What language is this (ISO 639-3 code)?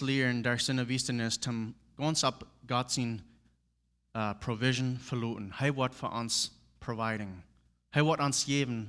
pdt